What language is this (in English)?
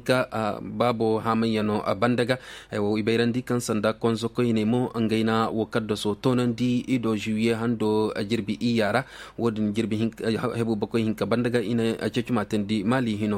Zarma